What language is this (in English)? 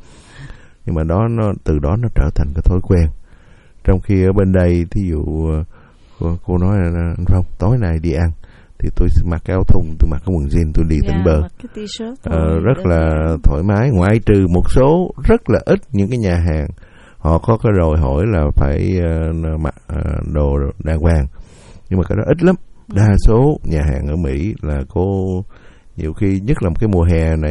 Vietnamese